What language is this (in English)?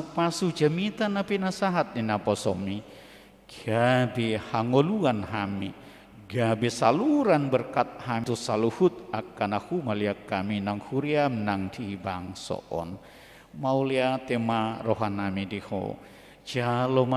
Batak Toba